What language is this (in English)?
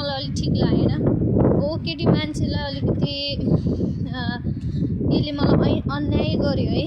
Nepali